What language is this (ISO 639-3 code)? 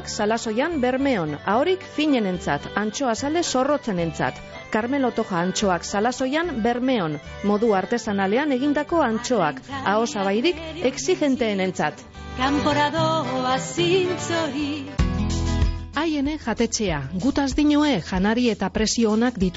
eus